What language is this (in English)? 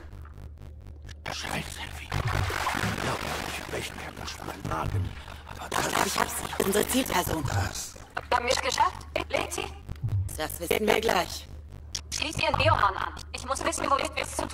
German